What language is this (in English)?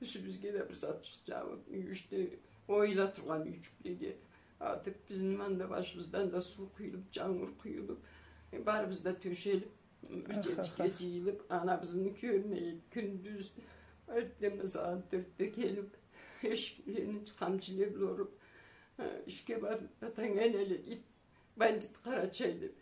Karachay-Balkar